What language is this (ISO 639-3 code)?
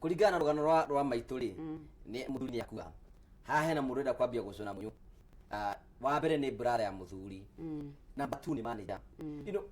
kik